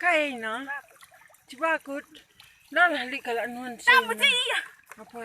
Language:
Batak Karo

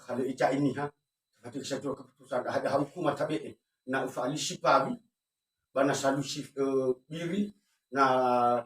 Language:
Nias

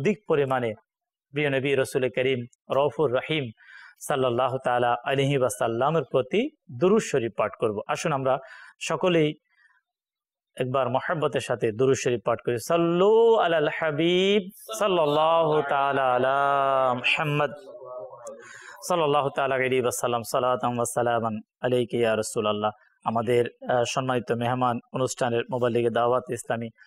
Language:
Bangla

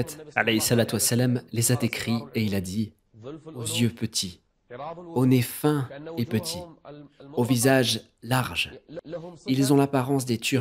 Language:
French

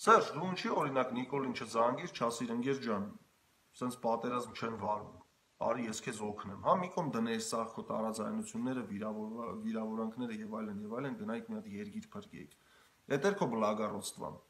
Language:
Armenian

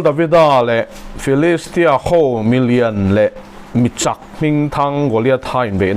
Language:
Mizo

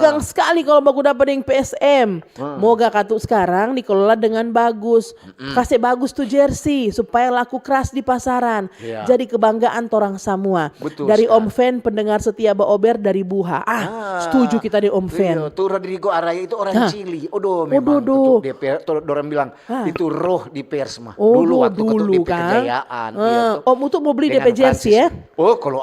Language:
Manado Malay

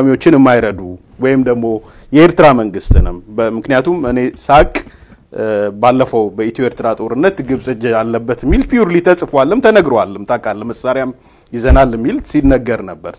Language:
Amharic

